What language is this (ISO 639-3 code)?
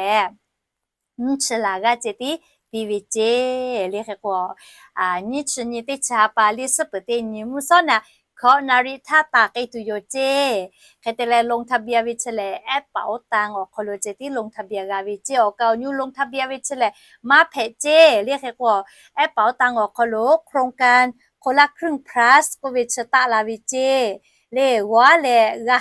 lhu